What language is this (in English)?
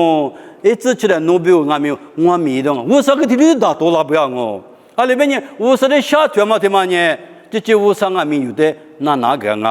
Lisu